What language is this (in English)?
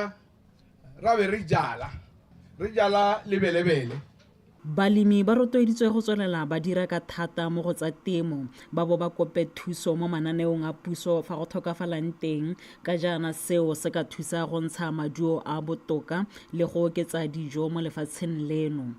Tswana